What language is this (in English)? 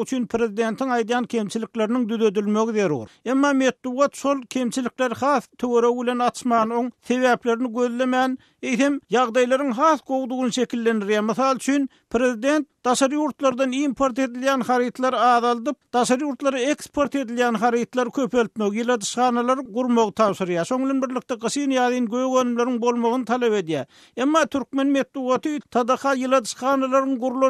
Turkmen